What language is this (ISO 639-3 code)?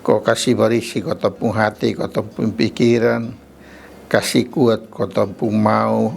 mkn